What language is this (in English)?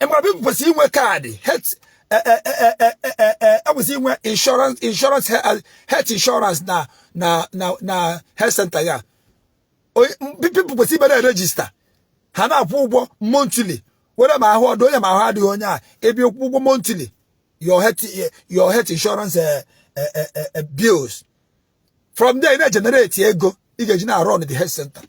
Igbo